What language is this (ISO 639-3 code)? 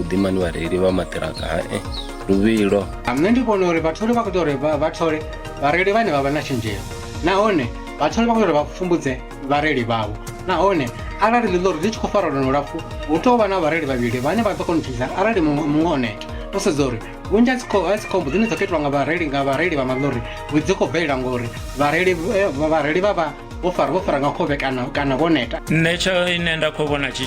ven